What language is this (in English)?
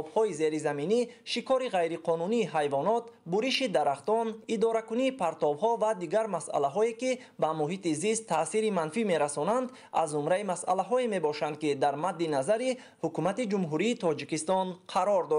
Tajik